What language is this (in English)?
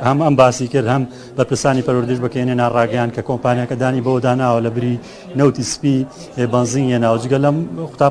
Central Kurdish